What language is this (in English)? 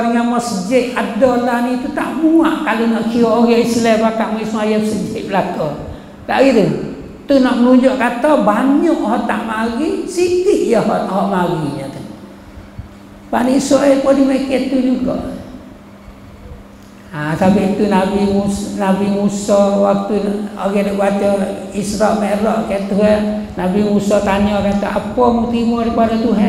Malay